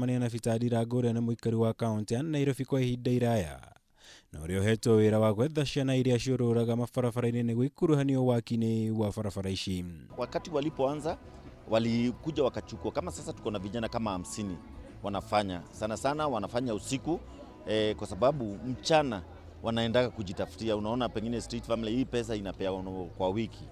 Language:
Kikuyu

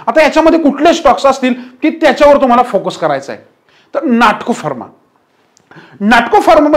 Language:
Marathi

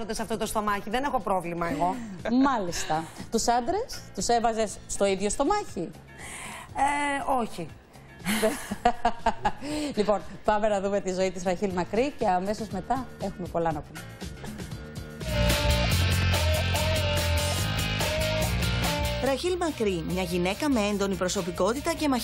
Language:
Greek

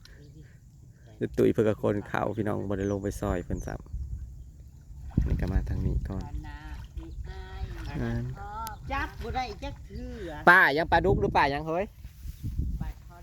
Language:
Northeastern Thai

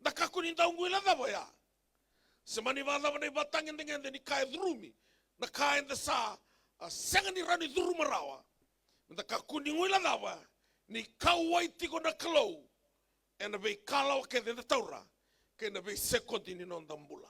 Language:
Fijian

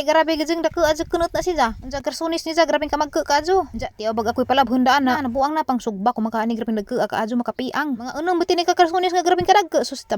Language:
Cebuano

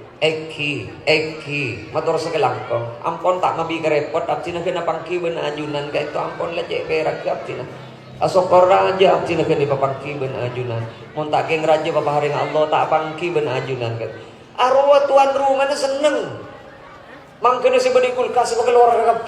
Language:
Madurese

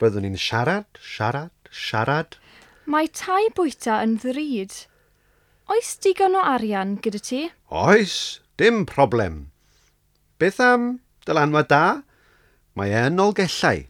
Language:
Welsh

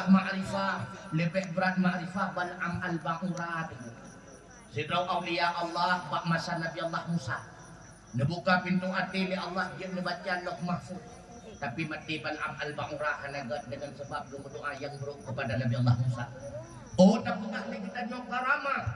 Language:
Achinese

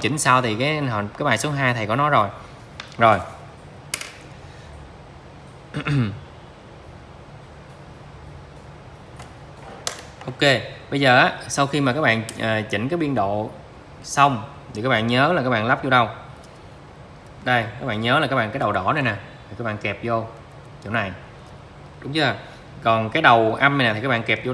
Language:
Vietnamese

